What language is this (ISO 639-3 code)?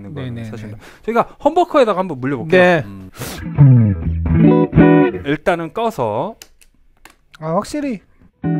kor